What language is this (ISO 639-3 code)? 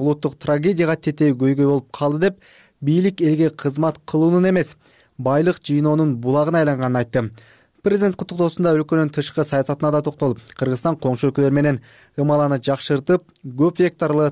kir